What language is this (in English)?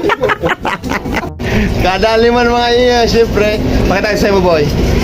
Bikol